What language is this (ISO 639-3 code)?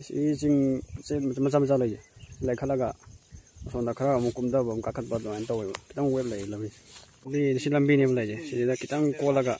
mni